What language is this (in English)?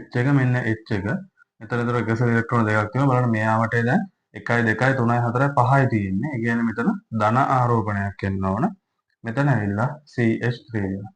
Sinhala